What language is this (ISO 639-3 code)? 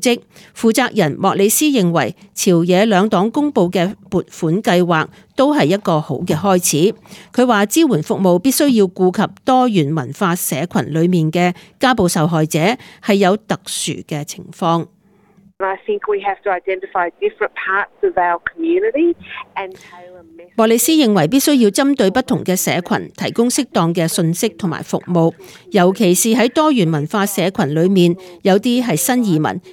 yue